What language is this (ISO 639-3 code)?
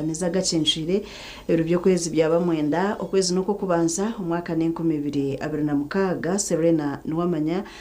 nyn